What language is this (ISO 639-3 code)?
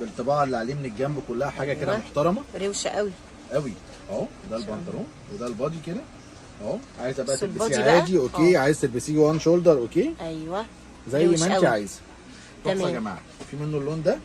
arz